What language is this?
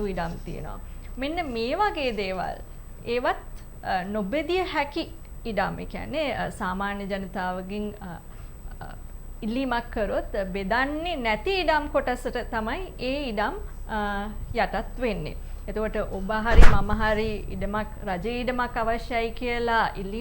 Sinhala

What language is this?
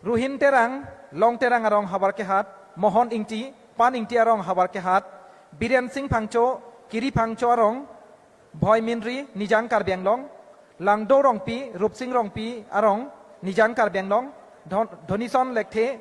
Karbi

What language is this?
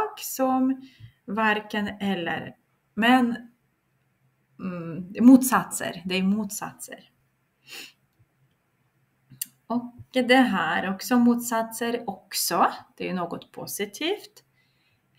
Swedish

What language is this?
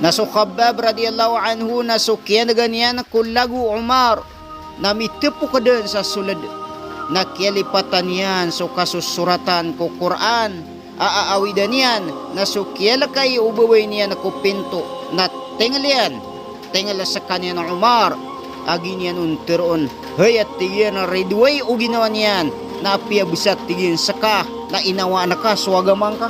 Maranao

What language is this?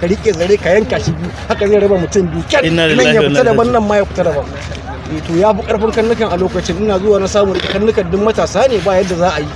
Hausa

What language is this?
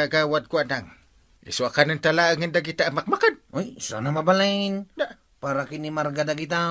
Iloko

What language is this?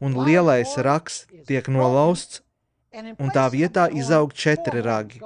Latvian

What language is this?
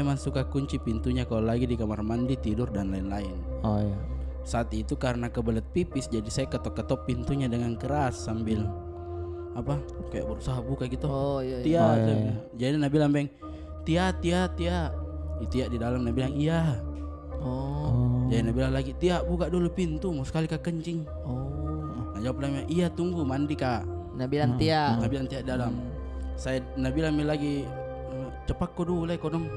Makassar Malay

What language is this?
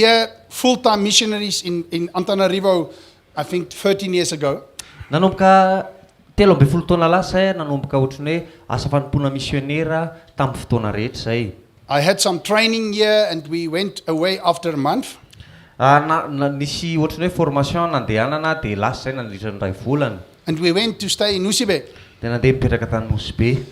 Malagasy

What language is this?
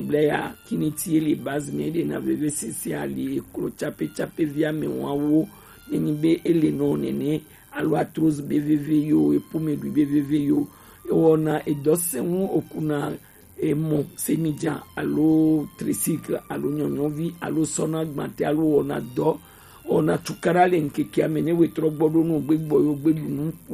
Gen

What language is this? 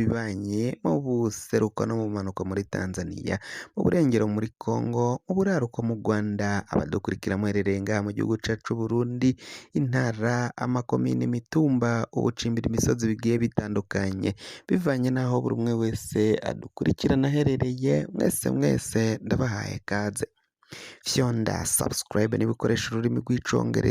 Rundi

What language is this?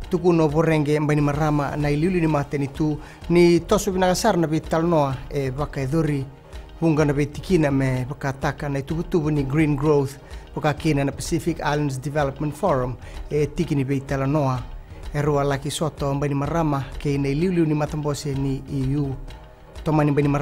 Fijian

